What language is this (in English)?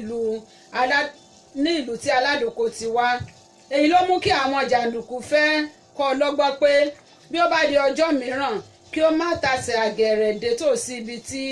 Yoruba